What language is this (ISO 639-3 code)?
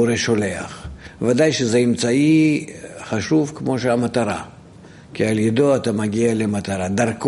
heb